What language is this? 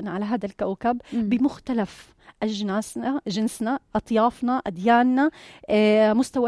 North Levantine Arabic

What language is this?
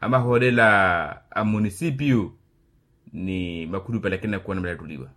Makhuwa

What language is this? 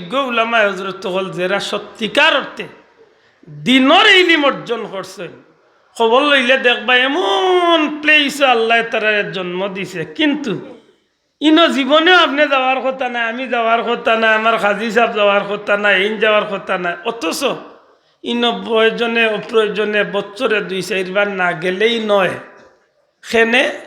Sylheti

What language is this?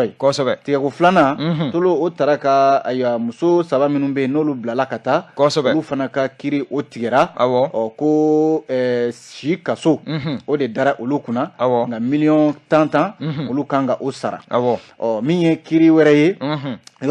Bambara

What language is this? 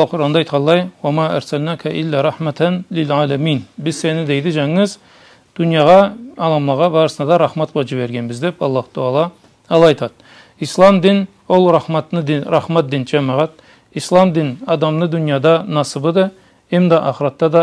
Karachay-Balkar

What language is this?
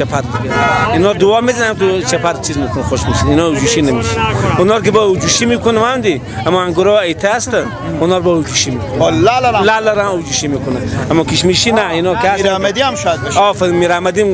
Persian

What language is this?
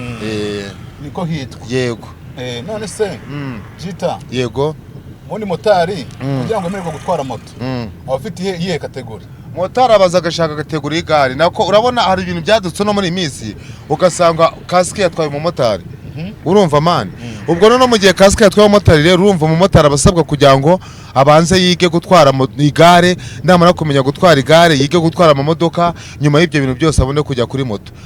Kinyarwanda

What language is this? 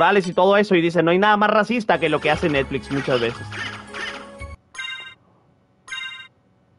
Spanish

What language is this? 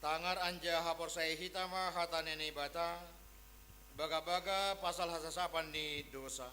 Batak Simalungun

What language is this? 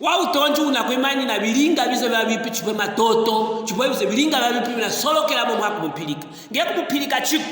Luvale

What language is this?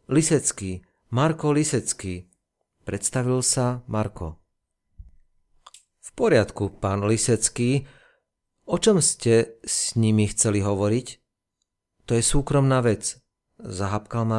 Slovak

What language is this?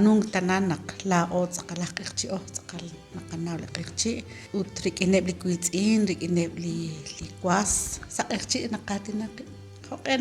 Kekchí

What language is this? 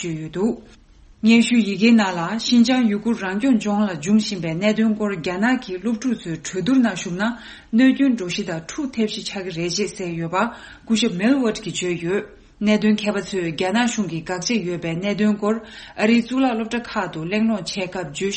Tibetan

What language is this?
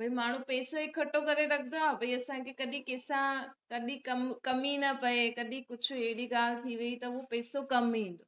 Sindhi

